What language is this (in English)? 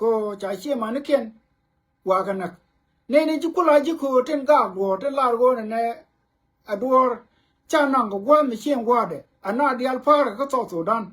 Nuer